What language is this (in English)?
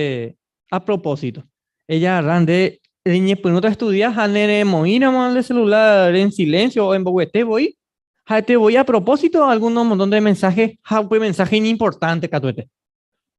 Guarani